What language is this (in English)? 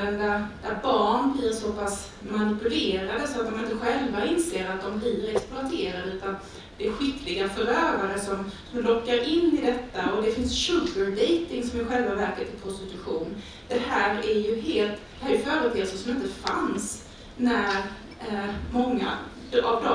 Swedish